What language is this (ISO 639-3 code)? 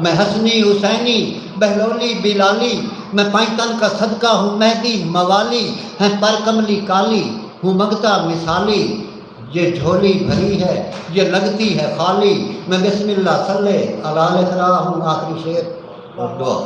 skr